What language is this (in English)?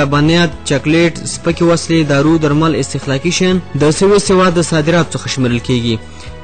Pashto